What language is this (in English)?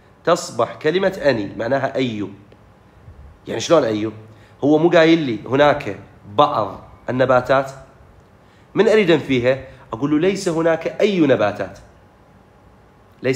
Mesopotamian Arabic